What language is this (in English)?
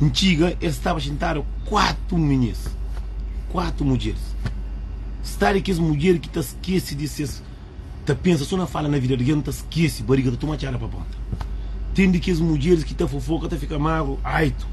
Kabuverdianu